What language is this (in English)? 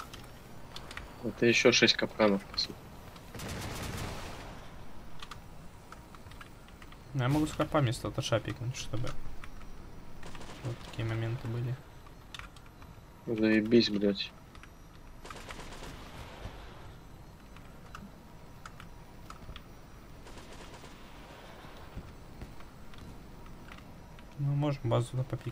Russian